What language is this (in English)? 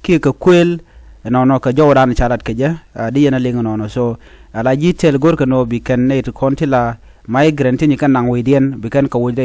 Nuer